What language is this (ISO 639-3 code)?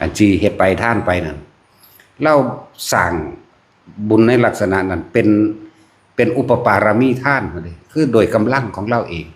tts